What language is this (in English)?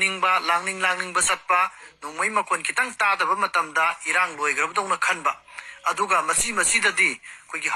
Manipuri